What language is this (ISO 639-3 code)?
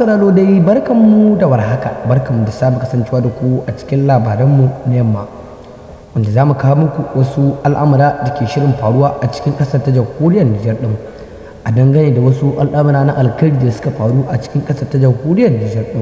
hau